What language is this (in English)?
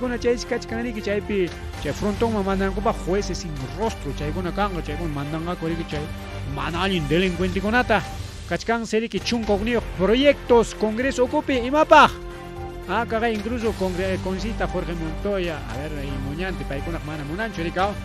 Ayacucho Quechua